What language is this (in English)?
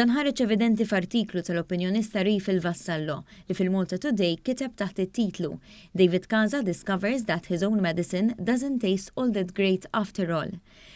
Maltese